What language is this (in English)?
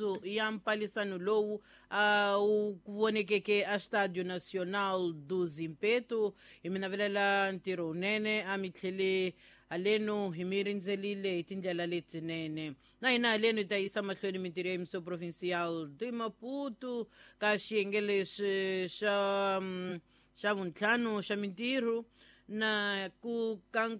Tsonga